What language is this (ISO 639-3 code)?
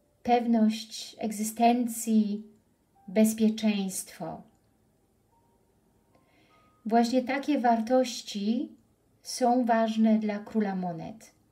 pol